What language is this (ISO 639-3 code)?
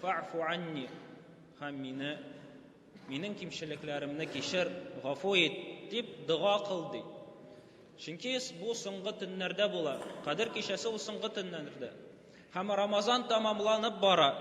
tat